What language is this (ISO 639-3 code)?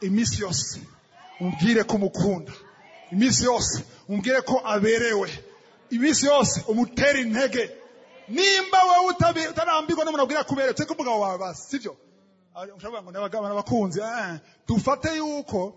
run